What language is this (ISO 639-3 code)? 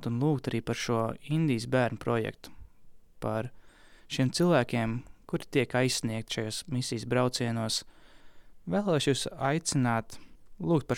lav